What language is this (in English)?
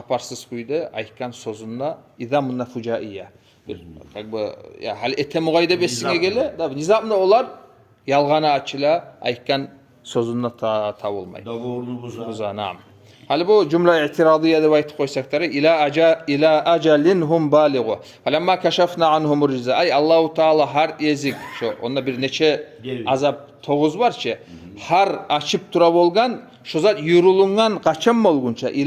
Kumyk